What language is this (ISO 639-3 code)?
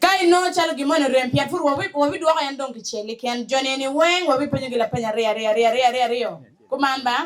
ach